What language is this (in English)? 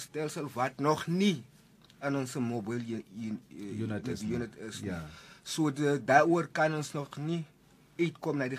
Afrikaans